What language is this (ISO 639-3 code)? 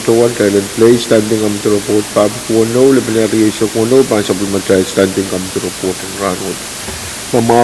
pon